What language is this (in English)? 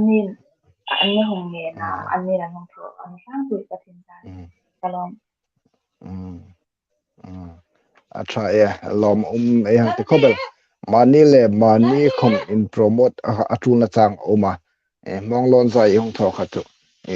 Hmar